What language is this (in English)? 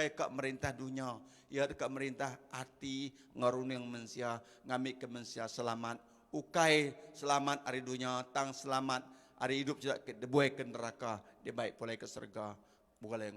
Iban